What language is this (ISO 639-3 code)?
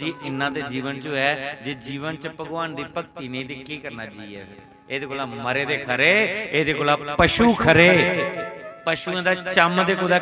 doi